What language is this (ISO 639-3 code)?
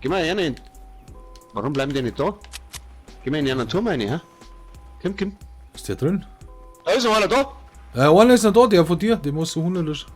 bar